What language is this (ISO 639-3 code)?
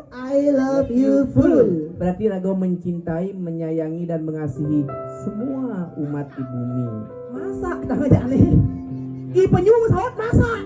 ban